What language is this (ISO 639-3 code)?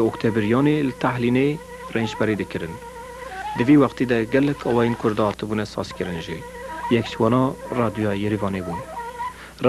kur